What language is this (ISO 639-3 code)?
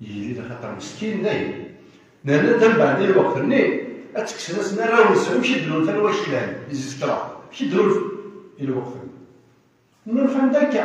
kab